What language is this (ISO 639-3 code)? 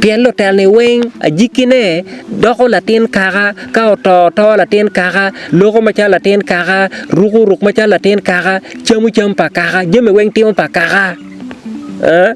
ach